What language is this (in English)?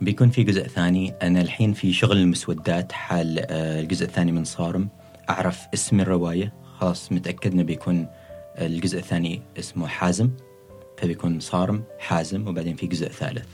Gulf Arabic